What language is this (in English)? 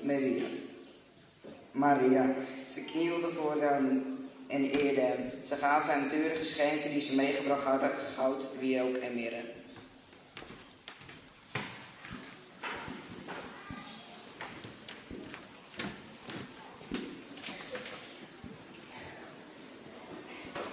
Dutch